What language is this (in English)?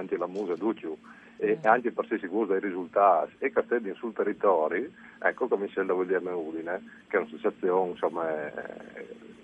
Friulian